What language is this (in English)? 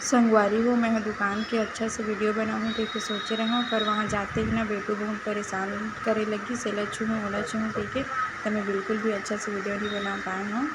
Chhattisgarhi